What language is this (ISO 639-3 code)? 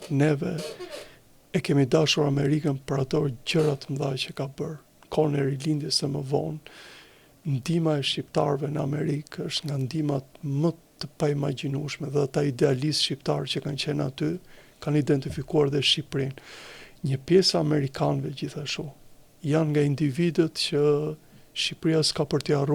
sqi